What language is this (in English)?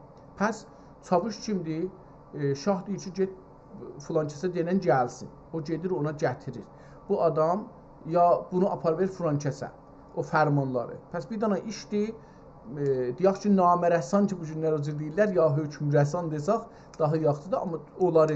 South Azerbaijani